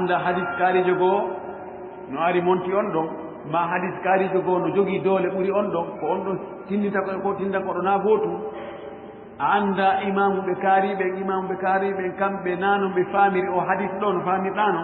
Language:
Fula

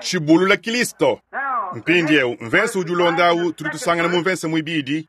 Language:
Luba-Lulua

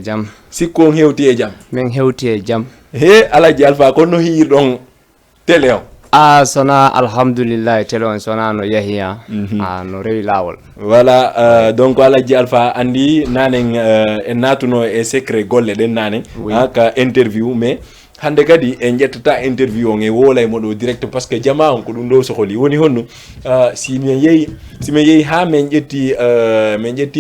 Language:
Fula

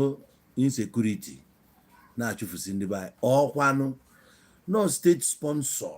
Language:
Igbo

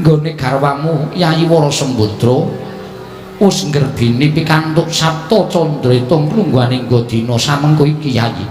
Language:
Javanese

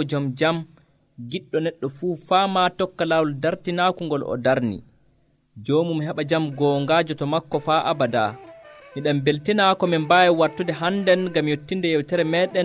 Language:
Nigerian Fulfulde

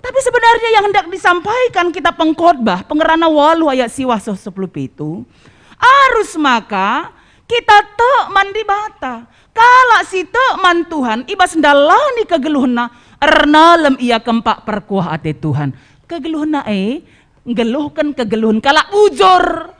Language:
Batak Karo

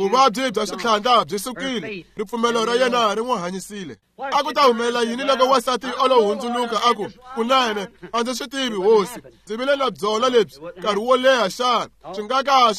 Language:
Tsonga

